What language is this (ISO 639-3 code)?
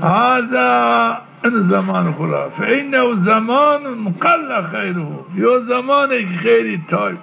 zza